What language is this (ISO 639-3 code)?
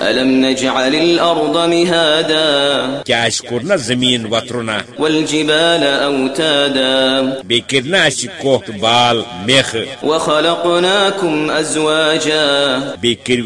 kas